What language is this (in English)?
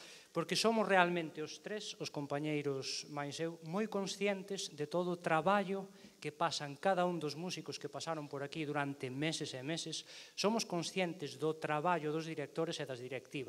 Galician